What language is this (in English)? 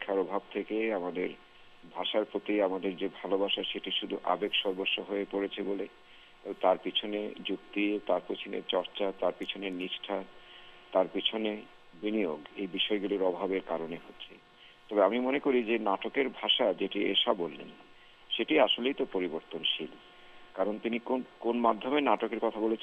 Bangla